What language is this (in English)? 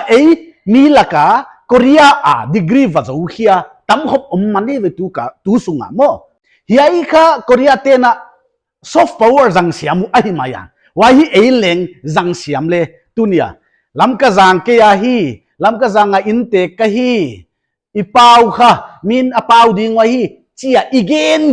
Paite Chin